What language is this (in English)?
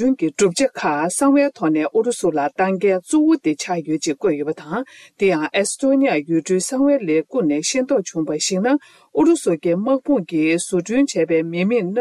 Tibetan